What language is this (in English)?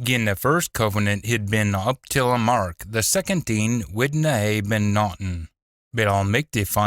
Scots